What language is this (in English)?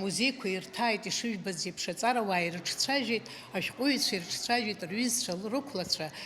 Abkhazian